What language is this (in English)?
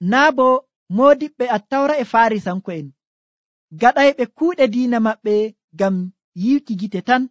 Nigerian Fulfulde